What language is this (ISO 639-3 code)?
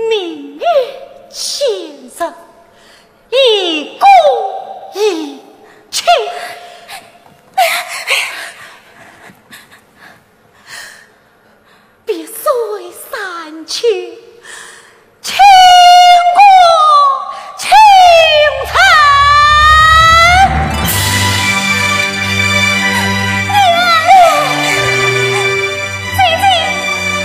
zho